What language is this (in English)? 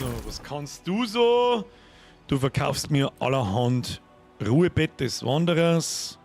Bavarian